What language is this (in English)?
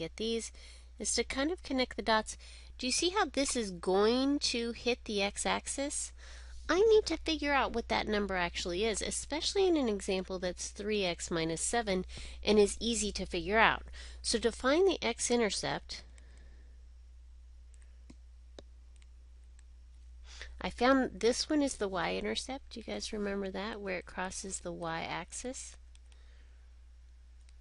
English